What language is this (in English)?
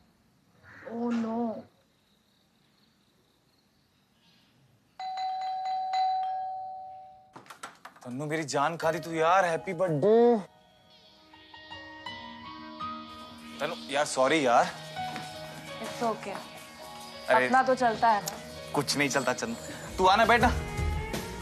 Hindi